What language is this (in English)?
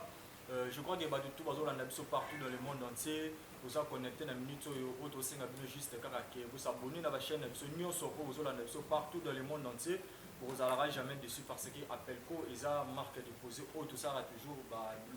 Lingala